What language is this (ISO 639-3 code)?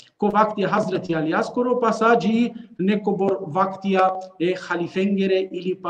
rmn